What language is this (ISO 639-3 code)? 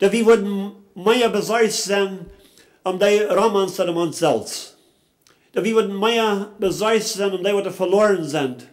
pdt